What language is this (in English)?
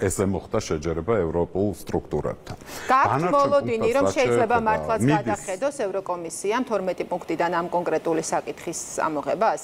Georgian